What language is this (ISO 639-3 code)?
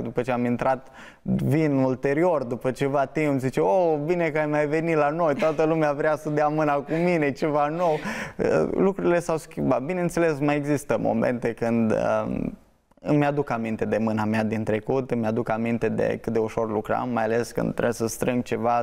ron